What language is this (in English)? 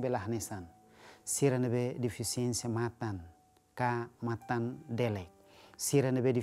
Tetum